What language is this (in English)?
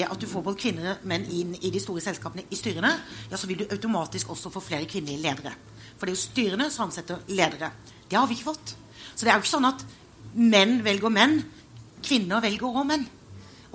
Norwegian